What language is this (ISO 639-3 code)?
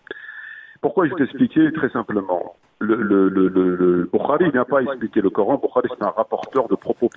fra